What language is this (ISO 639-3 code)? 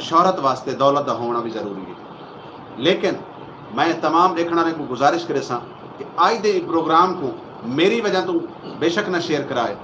skr